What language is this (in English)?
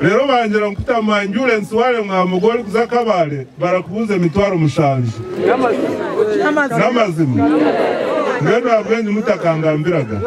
Nyankole